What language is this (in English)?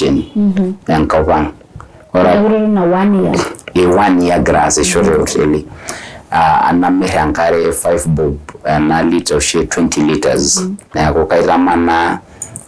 Masai